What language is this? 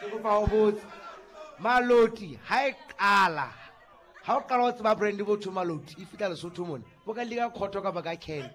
Southern Sotho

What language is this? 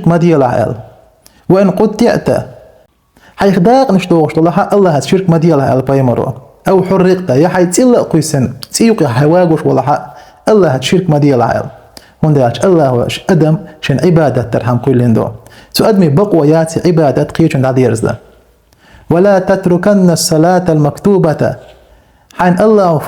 Chechen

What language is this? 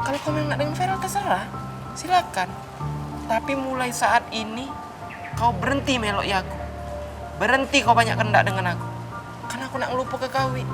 Musi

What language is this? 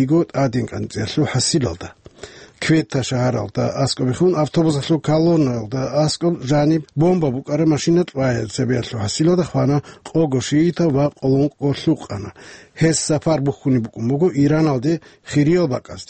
Avaric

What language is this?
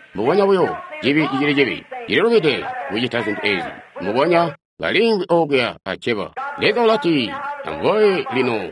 Tonga (Zambia)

